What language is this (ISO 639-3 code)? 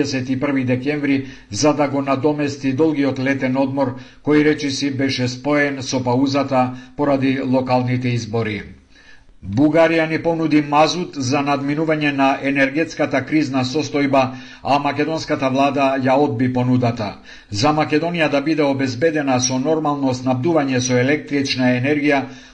mkd